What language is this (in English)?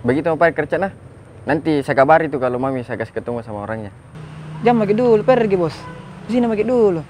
Makassar Malay